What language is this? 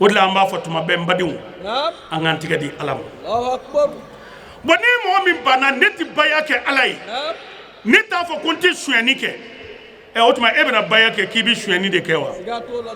Bambara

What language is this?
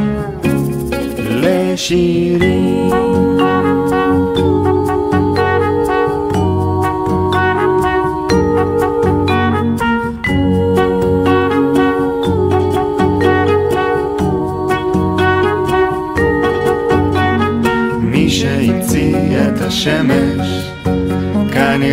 Hebrew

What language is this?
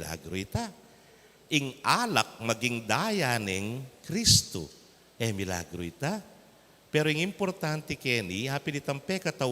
Pampanga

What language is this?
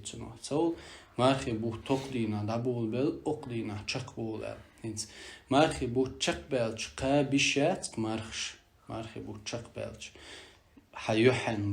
Chechen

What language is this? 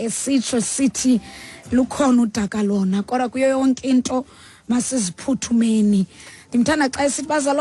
Xhosa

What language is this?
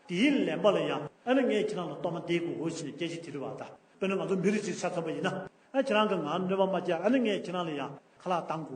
Tibetan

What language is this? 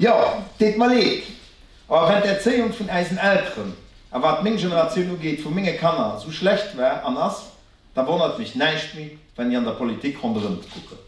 Luxembourgish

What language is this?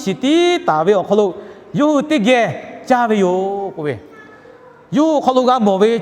Lahu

